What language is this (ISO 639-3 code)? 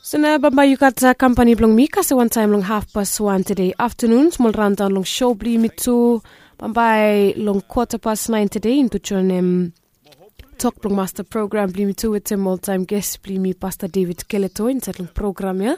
bis